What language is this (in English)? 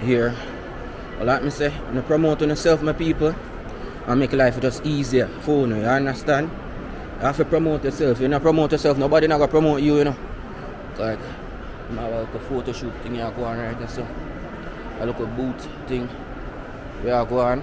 Jamaican Creole English